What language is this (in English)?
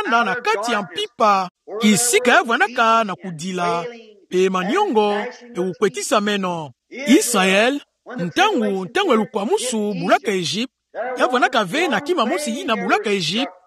Kituba (Democratic Republic of Congo)